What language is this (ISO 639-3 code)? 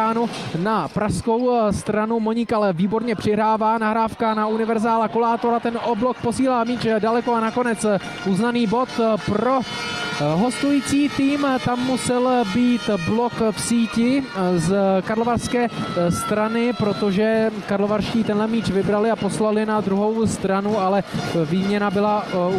ces